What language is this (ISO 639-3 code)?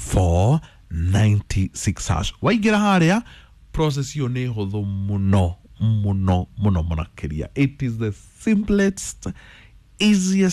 kik